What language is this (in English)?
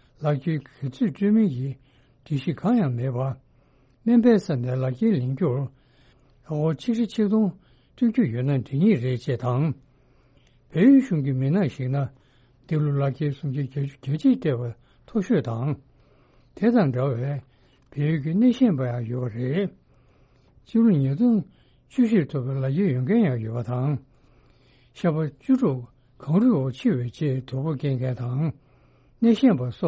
Tibetan